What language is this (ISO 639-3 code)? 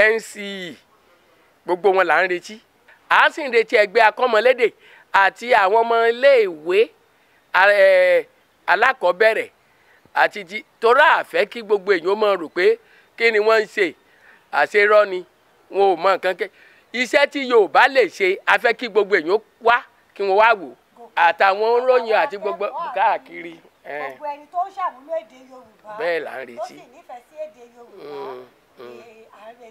yor